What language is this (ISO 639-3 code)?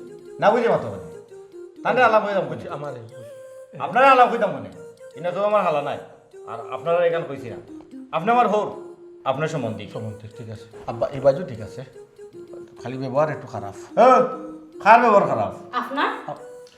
syl